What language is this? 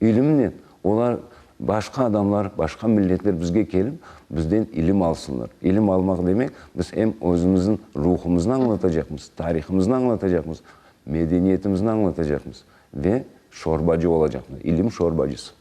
Crimean Tatar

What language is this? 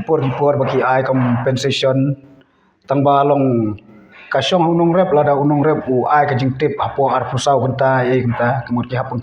Khasi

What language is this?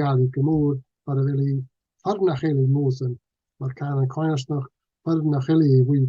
Scottish Gaelic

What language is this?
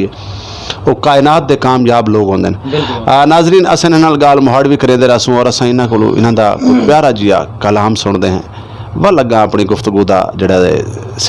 Saraiki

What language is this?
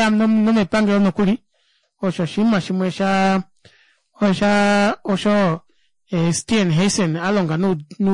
Kuanyama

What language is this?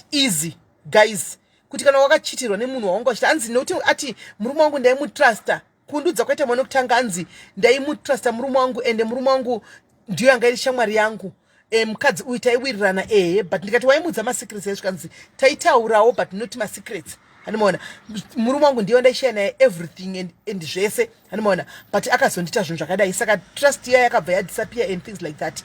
Shona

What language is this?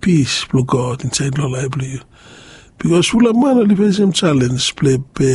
Bislama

